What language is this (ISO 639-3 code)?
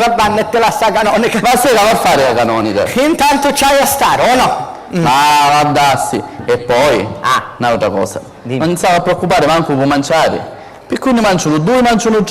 scn